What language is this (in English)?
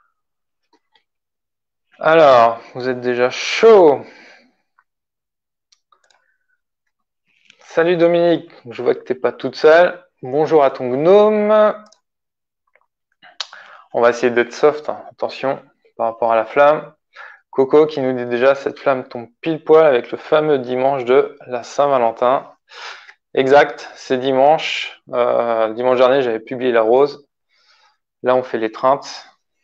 French